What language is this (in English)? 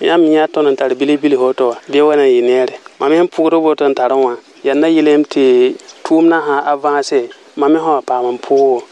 Mossi